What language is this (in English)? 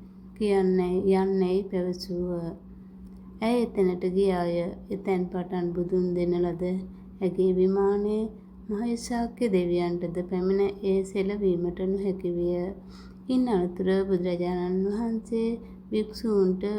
Sinhala